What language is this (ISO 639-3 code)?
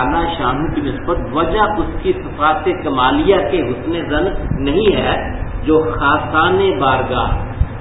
urd